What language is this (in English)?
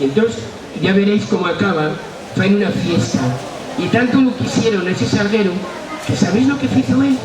Asturian